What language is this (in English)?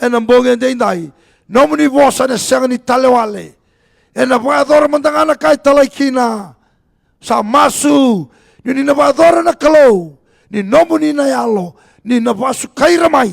Fijian